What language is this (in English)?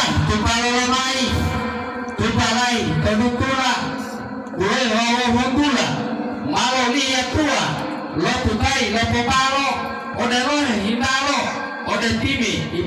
Gorontalo